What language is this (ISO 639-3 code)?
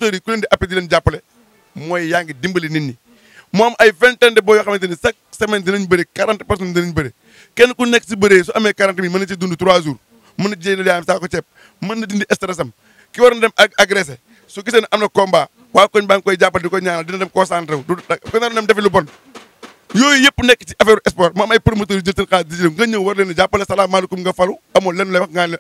wol